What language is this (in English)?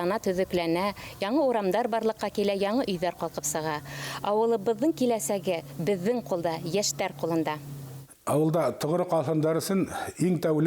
Bashkir